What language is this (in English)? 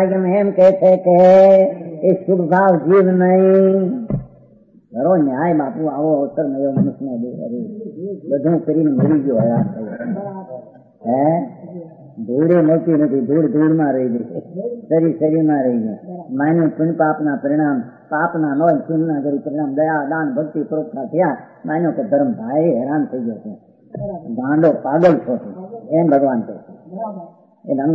Gujarati